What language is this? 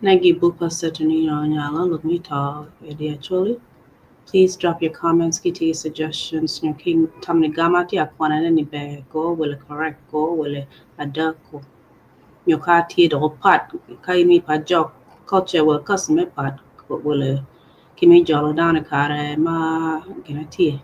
Acoli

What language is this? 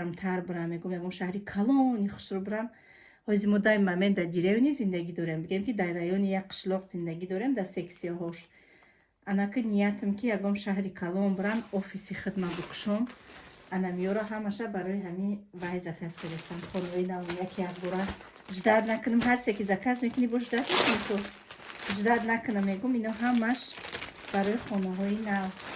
Tajik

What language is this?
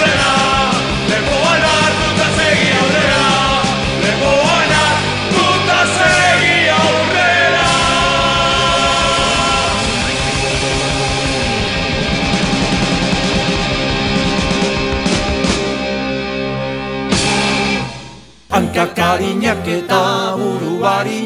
Basque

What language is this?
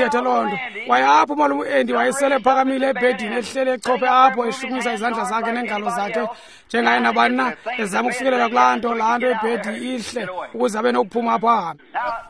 Xhosa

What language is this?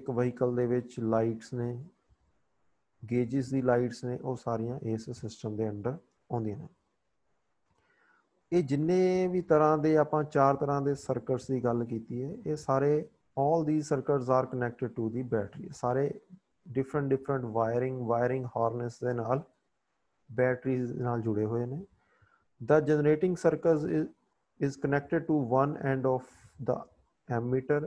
Punjabi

